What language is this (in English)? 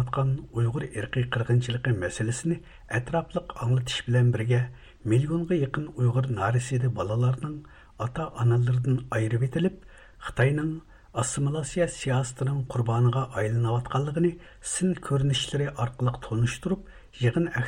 Uyghur